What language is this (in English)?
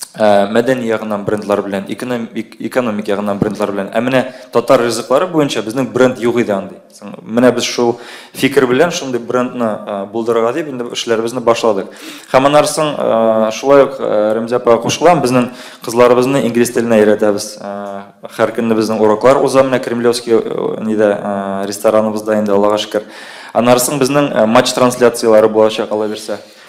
Tatar